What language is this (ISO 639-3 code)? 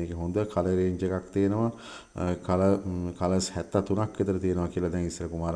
sin